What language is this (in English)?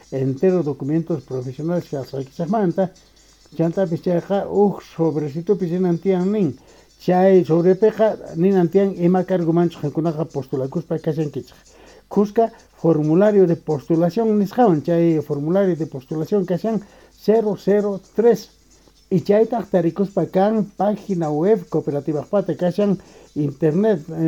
South Bolivian Quechua